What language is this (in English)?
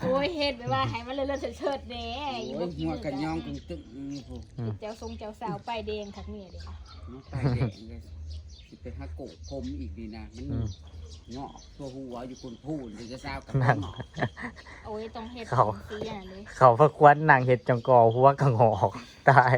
Northeastern Thai